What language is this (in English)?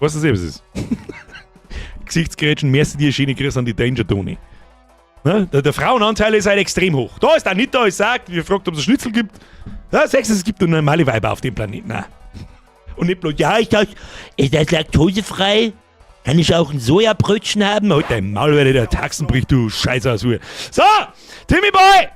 Bavarian